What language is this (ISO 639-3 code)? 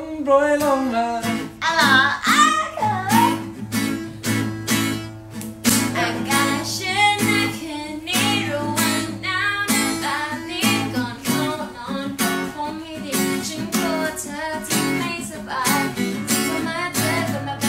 tha